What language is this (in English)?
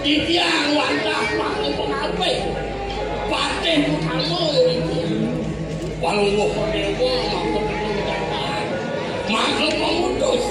Balinese